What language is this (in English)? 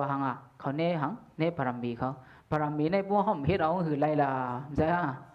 Shan